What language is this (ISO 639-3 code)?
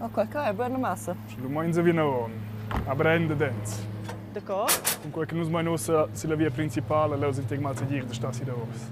roh